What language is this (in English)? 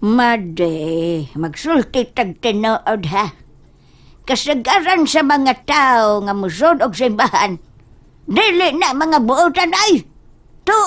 Cebuano